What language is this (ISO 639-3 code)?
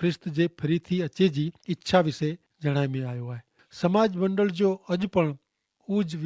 kfr